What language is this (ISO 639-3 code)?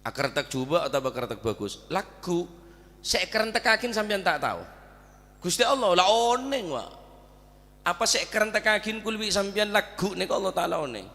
mad